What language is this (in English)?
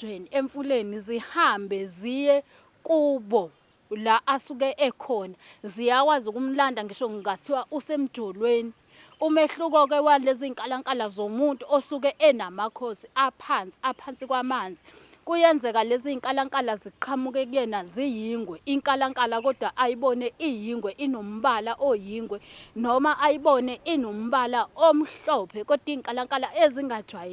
Zulu